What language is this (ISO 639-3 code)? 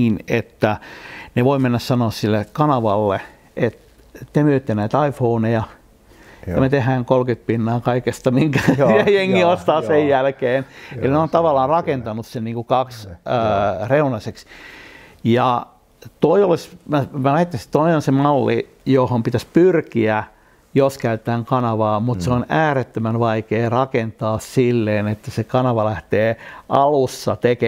fin